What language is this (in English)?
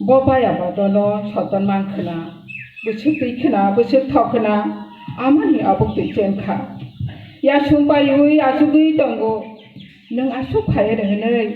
Kok Borok